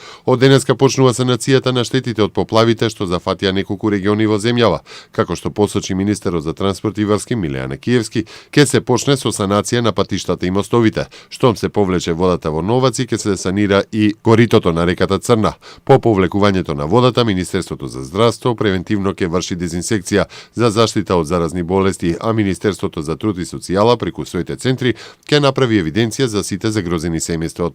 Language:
Macedonian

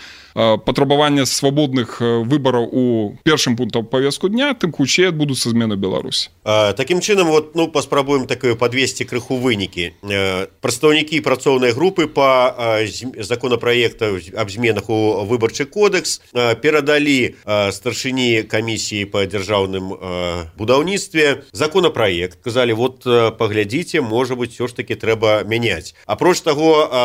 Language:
Belarusian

